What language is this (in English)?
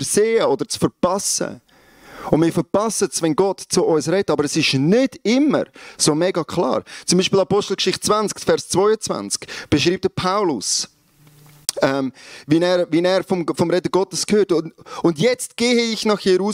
Swiss German